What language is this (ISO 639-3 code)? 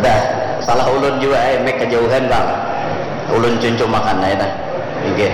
bjn